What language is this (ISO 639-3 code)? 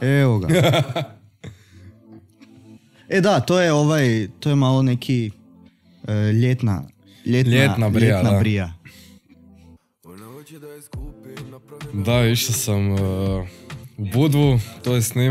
hrv